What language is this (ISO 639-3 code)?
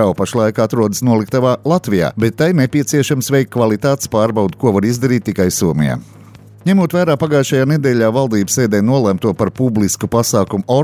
lav